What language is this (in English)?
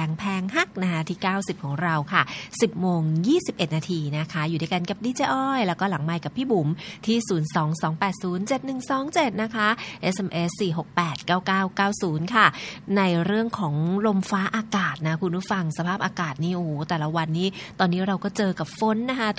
Thai